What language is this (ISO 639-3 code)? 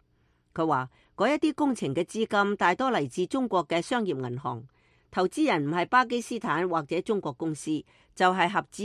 yue